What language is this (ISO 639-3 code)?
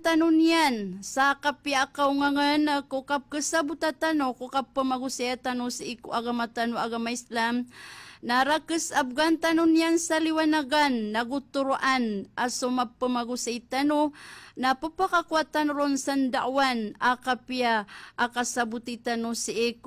mrw